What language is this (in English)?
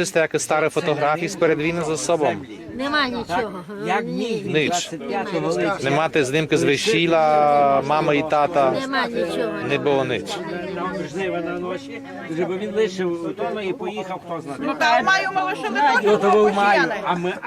Rusyn